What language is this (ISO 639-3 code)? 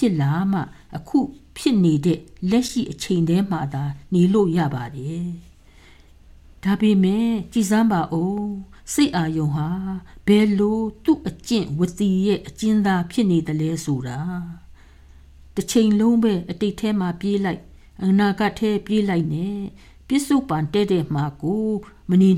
mya